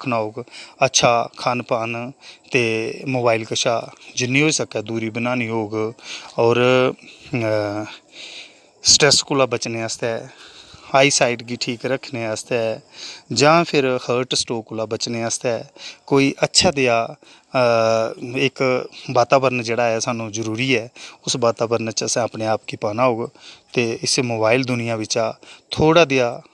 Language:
Dogri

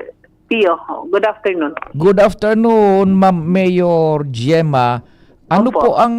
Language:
Bikol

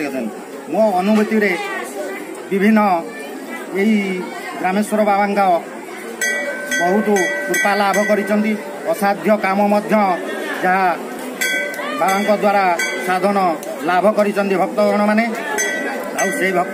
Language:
Odia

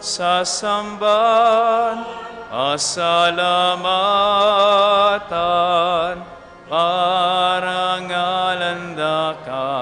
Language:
Pampanga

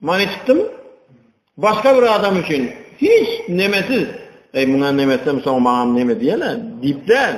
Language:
Turkmen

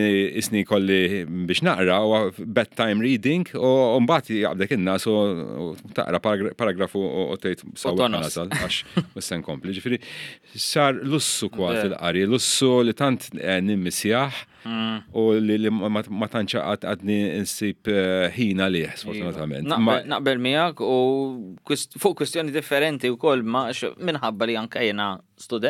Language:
Maltese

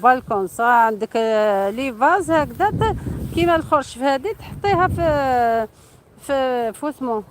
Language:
Algerian Arabic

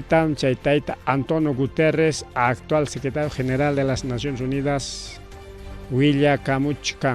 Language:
Ayacucho Quechua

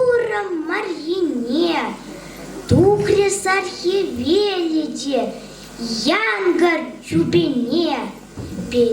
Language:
Chuvash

